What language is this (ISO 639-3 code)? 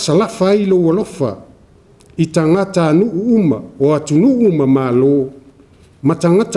smo